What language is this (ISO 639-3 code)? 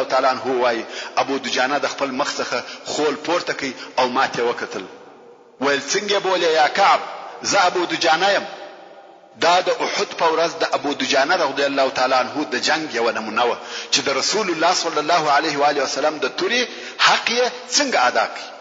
pus